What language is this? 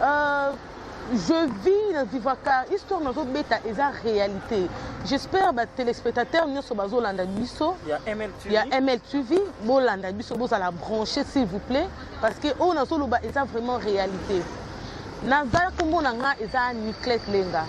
Lingala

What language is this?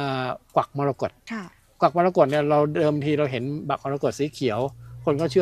Thai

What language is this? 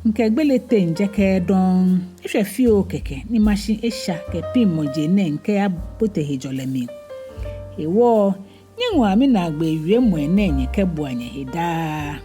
Ga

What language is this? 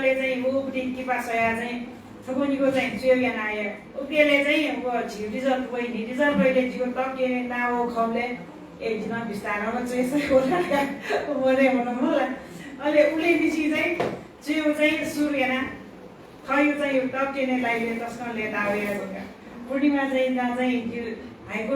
Newari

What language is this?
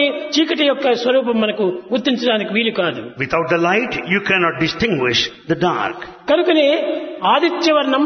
Telugu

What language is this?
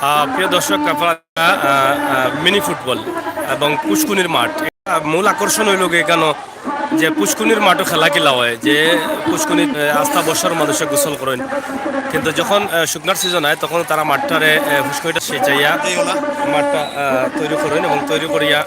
Sylheti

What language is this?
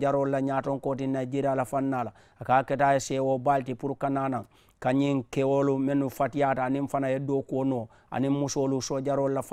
Mandingo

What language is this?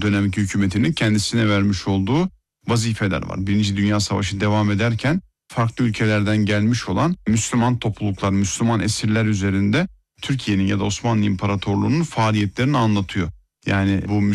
Turkish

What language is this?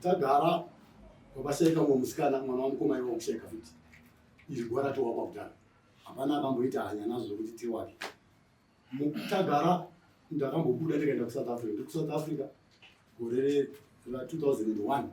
Shona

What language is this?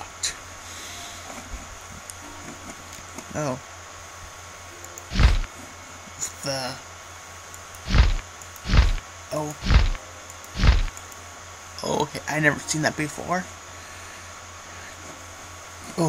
English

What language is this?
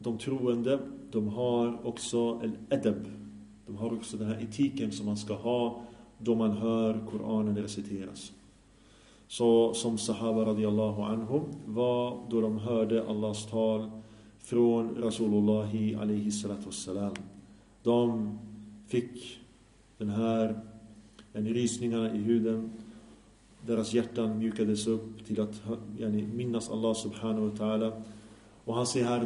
Swedish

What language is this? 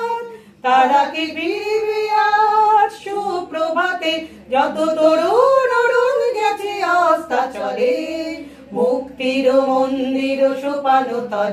Bangla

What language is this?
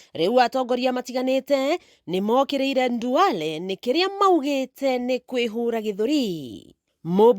Kikuyu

